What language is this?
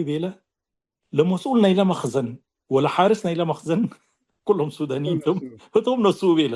Tigre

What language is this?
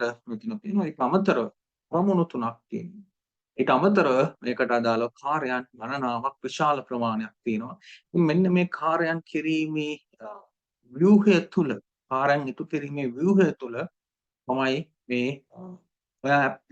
Sinhala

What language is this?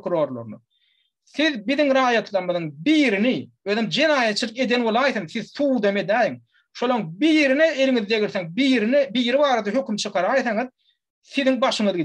Turkmen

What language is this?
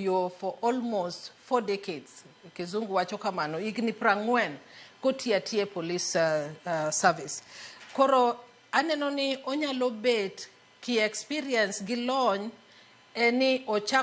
Luo (Kenya and Tanzania)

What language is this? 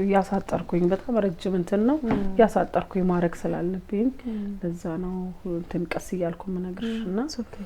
Amharic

